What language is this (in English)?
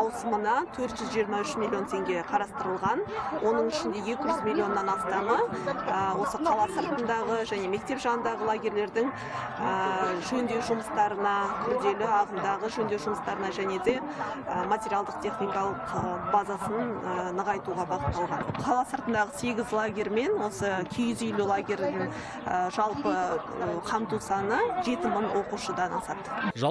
Kazakh